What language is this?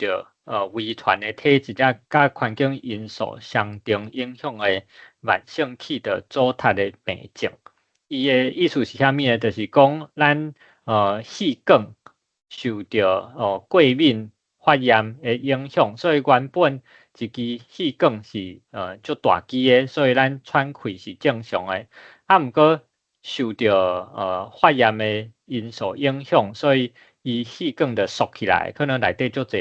Min Nan Chinese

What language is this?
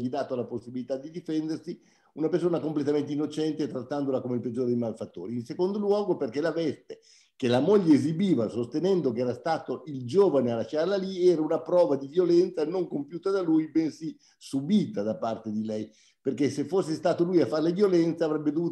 Italian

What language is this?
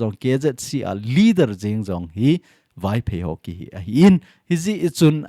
Thado Chin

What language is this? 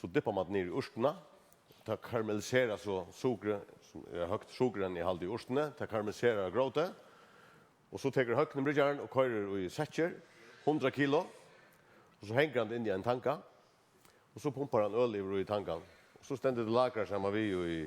Faroese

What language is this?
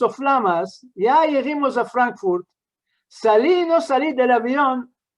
Ladino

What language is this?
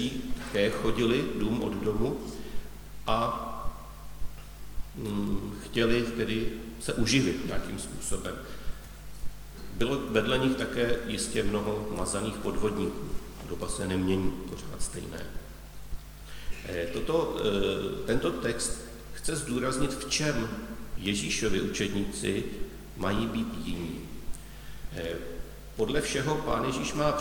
Czech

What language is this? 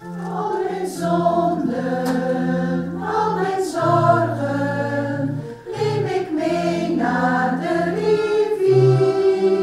Western Frisian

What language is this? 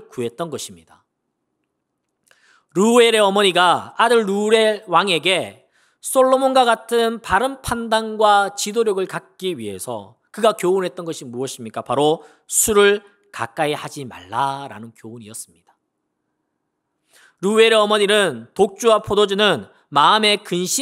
Korean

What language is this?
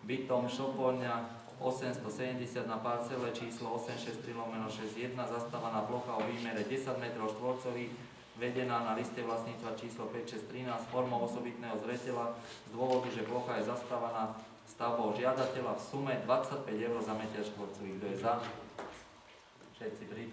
Slovak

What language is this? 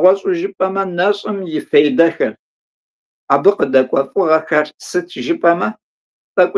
Kabardian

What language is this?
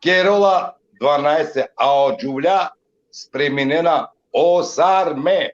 Balkan Romani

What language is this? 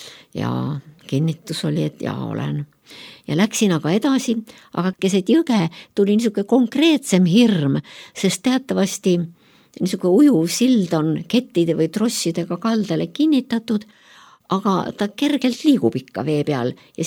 Estonian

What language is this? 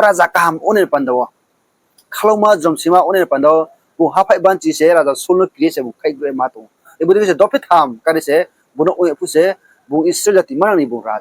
Riang (India)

